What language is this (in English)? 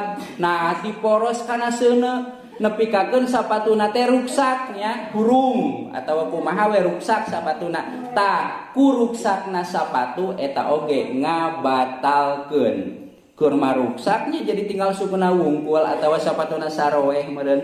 Sundanese